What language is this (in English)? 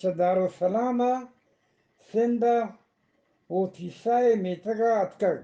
Eastern Balochi